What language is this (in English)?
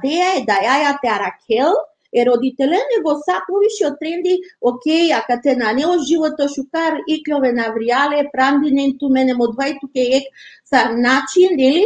Balkan Romani